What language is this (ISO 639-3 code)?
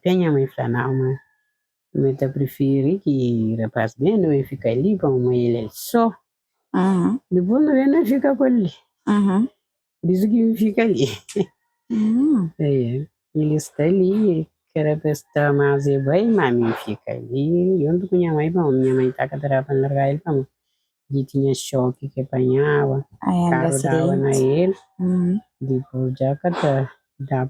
kea